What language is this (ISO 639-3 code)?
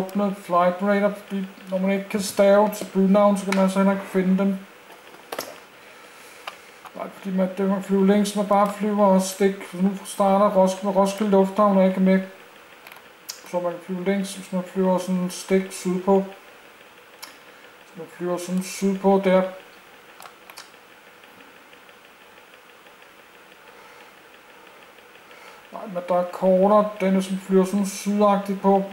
dan